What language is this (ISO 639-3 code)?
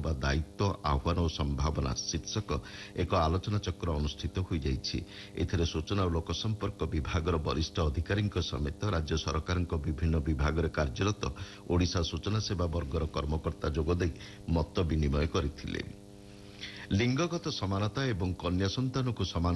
ori